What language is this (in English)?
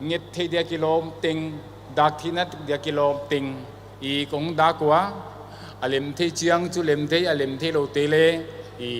Paite Chin